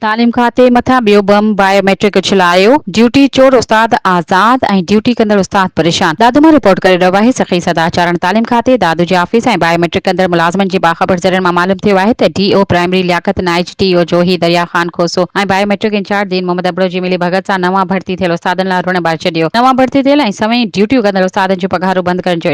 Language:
Sindhi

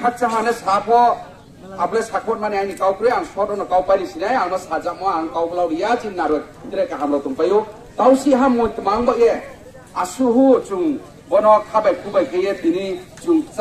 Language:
Riang (India)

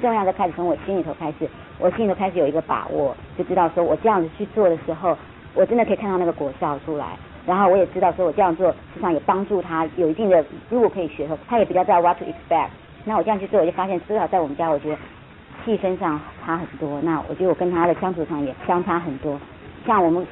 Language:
Chinese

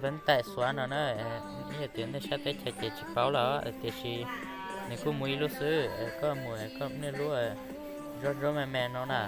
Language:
Hmong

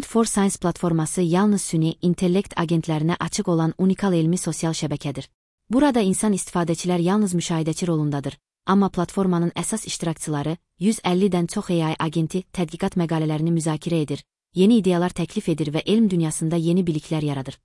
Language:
Azerbaijani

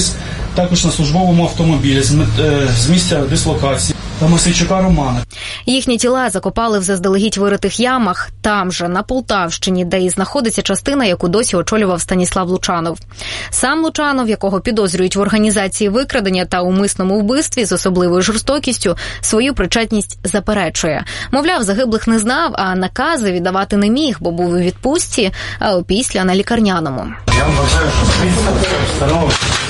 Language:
Ukrainian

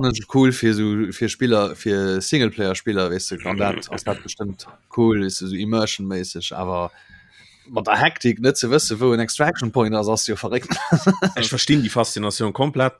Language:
Luxembourgish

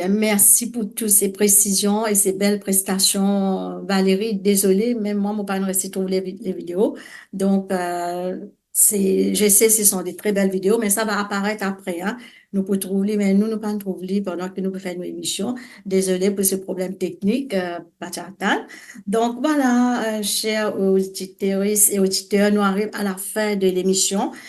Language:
Morisyen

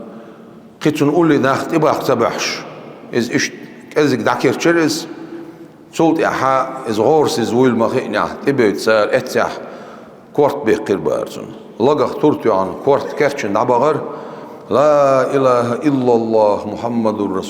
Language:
Chechen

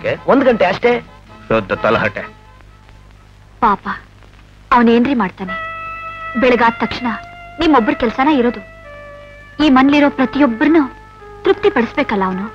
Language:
Kannada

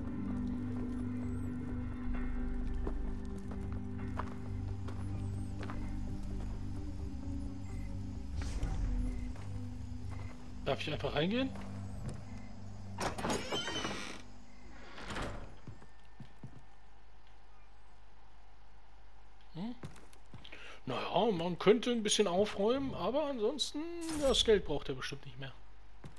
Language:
German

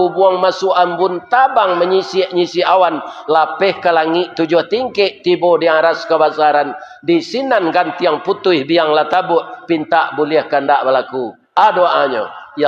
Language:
Minangkabau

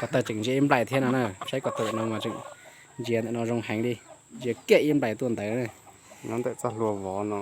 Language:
Hmong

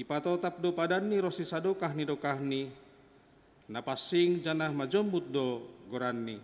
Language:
Batak Simalungun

